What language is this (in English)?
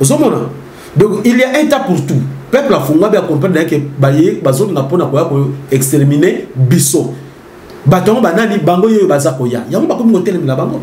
Lingala